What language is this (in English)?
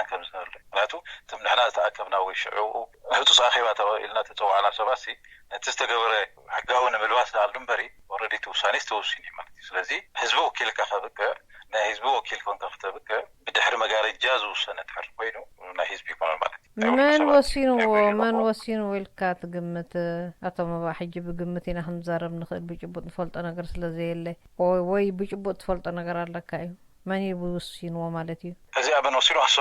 Tigrinya